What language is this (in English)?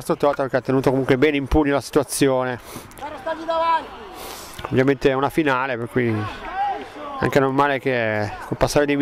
Italian